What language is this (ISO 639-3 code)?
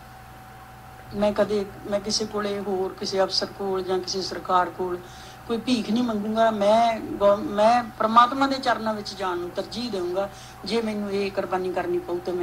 pan